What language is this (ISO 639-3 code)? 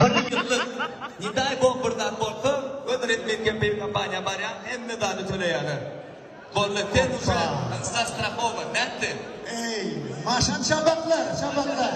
tuk